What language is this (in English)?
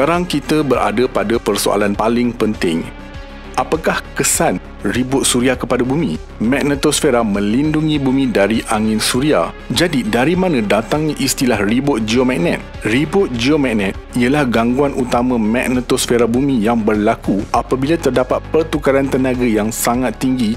Malay